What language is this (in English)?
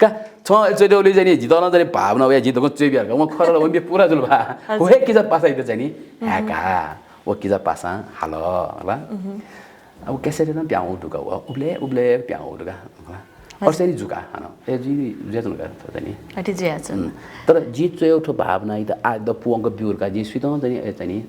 Newari